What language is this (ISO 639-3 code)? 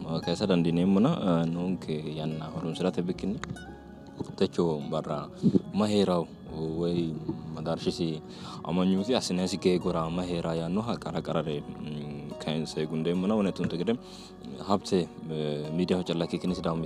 sid